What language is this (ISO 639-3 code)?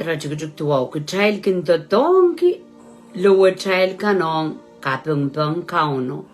pon